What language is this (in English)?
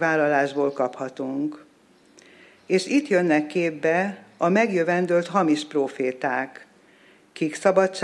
Hungarian